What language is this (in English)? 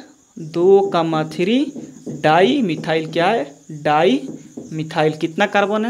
Hindi